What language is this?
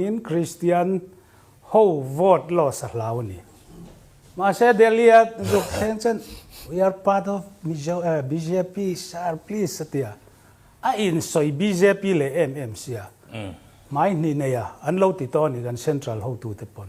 Mizo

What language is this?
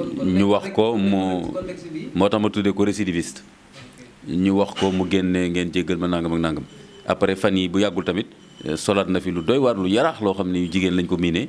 Wolof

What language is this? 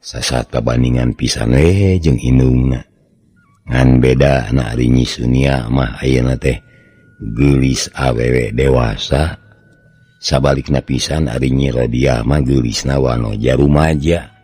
Sundanese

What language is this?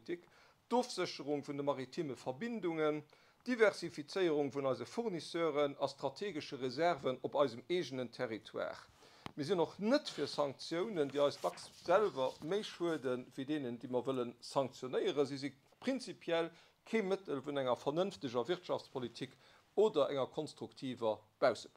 Luxembourgish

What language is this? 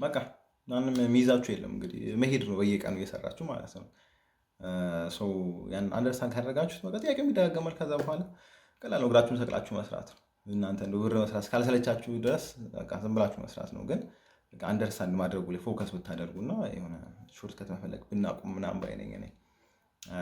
Amharic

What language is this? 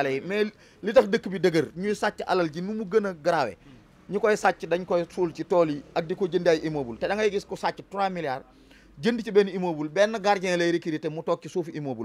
Wolof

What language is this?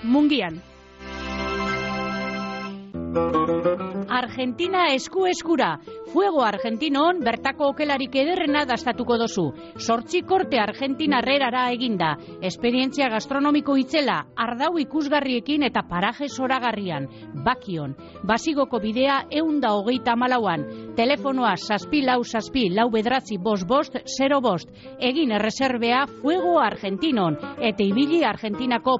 Basque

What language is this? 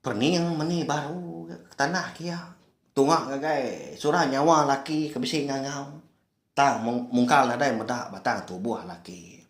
Iban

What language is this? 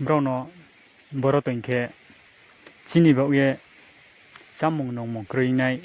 Riang (India)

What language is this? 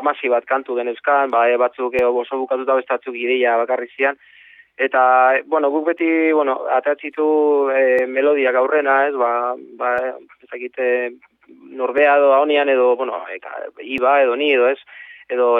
Basque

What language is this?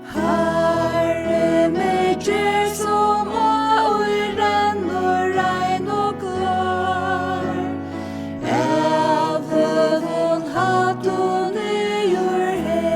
Faroese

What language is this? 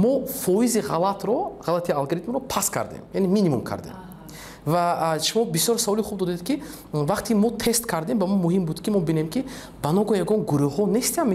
Tajik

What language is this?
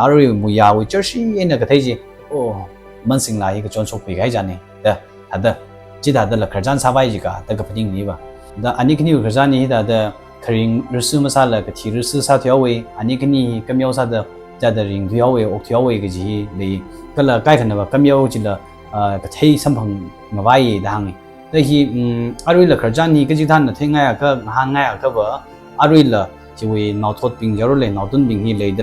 Tangkhul Naga (India)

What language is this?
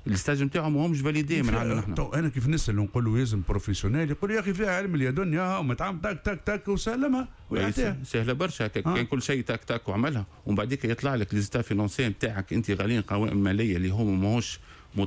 Tunisian Arabic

